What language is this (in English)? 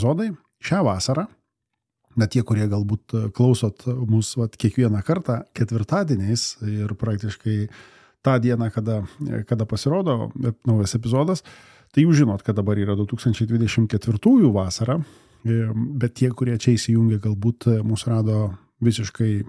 Lithuanian